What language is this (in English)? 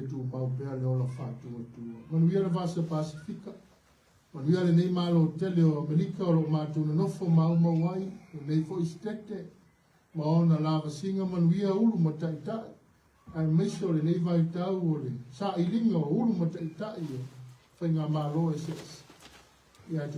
Samoan